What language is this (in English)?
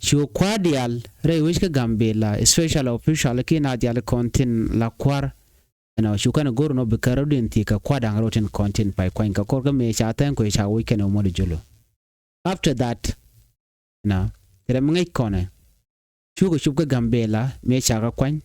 Nuer